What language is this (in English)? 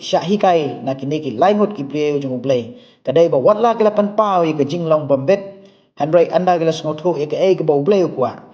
Khasi